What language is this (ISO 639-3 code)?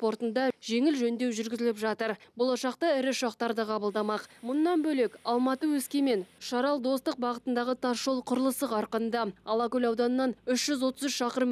kaz